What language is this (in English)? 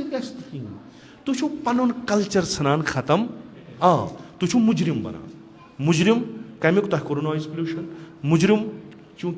Kashmiri